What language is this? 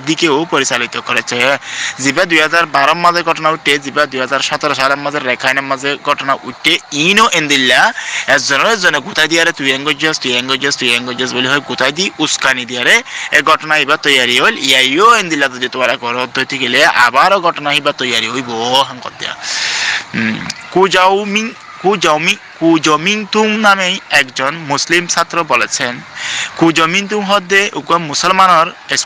Rohingya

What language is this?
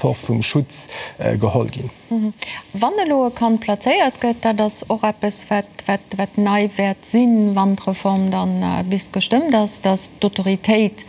Luxembourgish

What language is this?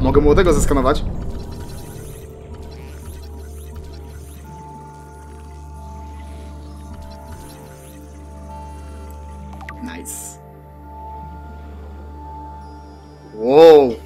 Polish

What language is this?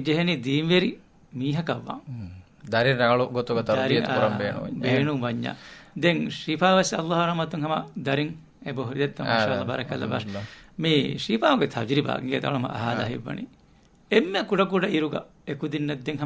Divehi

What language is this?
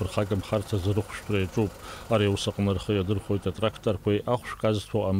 Abkhazian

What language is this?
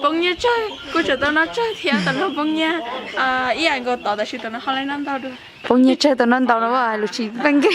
Hmong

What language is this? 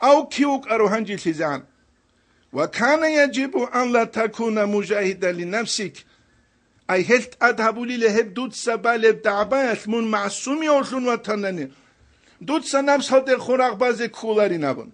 Avaric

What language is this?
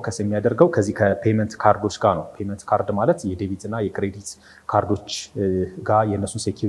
Amharic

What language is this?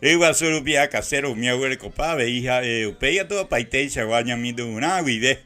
Guarani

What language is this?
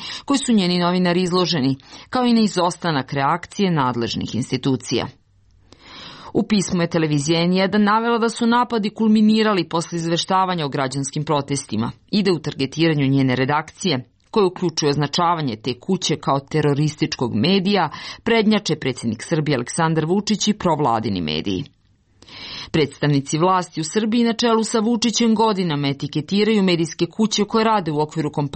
Serbian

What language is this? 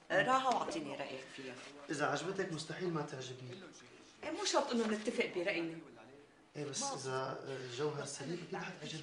North Levantine Arabic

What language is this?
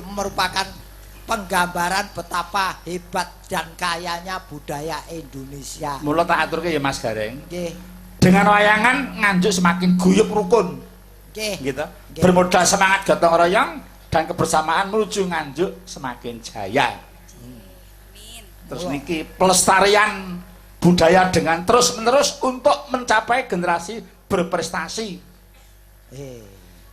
Javanese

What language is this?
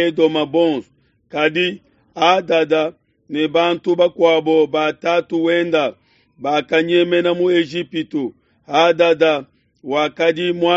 Luba-Lulua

